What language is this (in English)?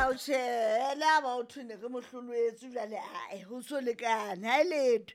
Southern Sotho